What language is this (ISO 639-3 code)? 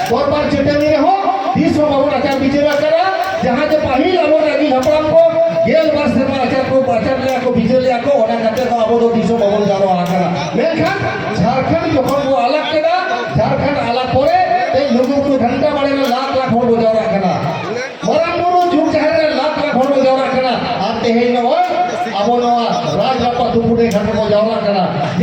sat